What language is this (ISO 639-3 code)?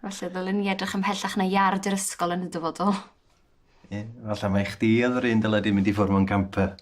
cym